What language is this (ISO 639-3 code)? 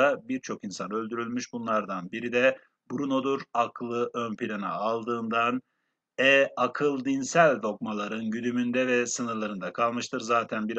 tur